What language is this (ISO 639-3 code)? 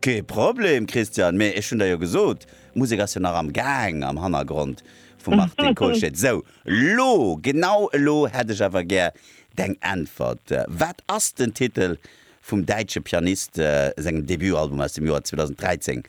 ltz